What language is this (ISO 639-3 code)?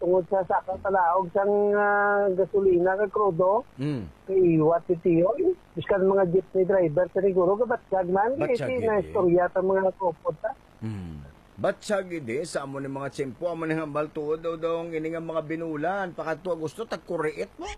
hil